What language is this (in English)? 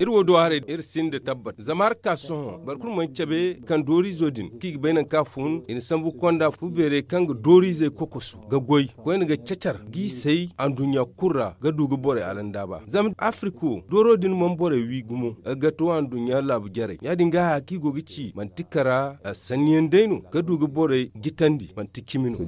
Zarma